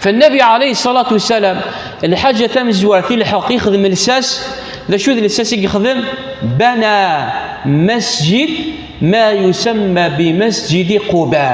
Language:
Kabyle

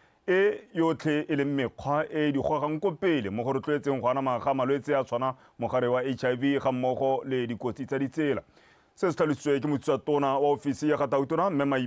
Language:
Tswana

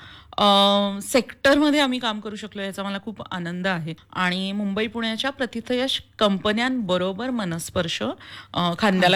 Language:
Marathi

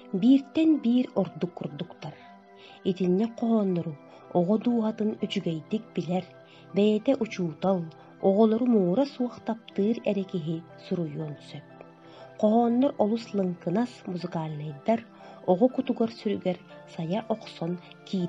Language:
Yakut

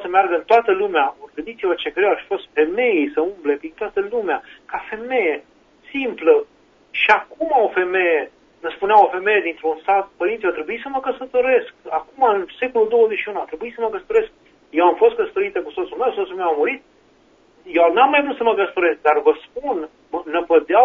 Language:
Romanian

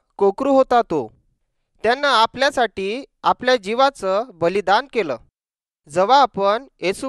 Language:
Marathi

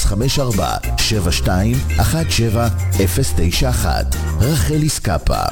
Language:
Hebrew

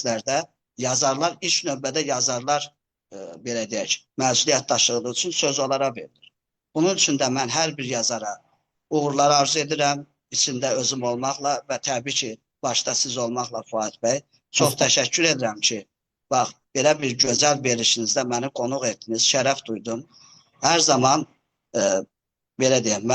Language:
Azerbaijani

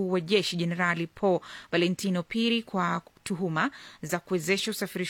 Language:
Swahili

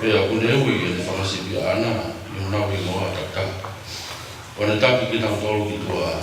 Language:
Tongan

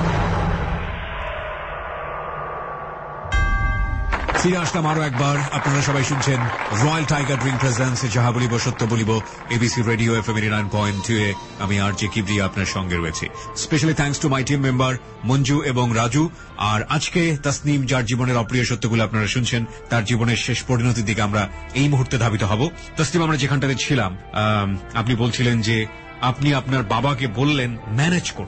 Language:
Bangla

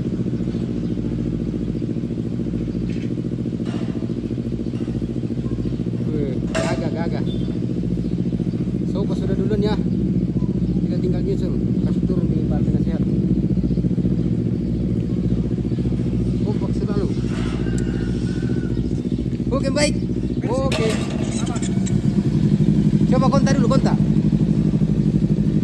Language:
Indonesian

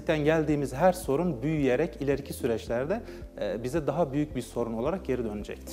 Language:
Turkish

